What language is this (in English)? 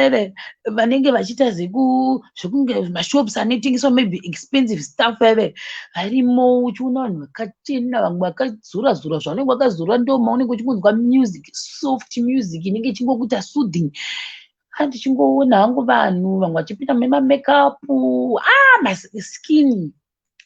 Shona